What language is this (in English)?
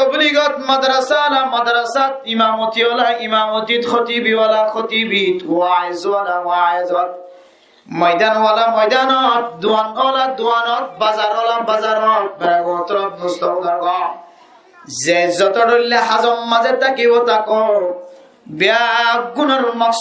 Rohingya